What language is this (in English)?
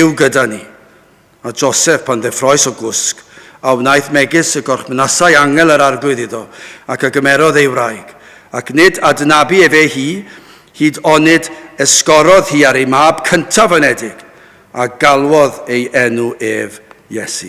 Welsh